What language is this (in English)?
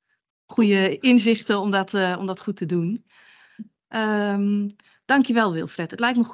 Dutch